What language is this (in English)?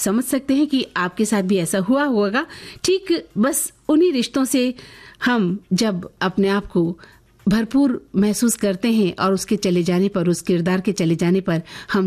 Hindi